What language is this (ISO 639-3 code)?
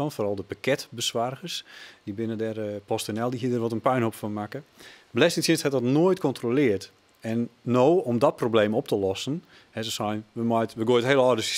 fry